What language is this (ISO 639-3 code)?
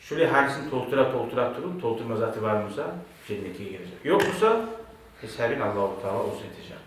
kum